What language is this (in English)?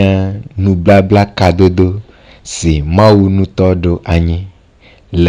Ewe